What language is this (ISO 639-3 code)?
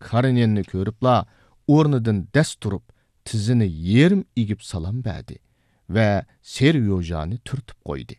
uig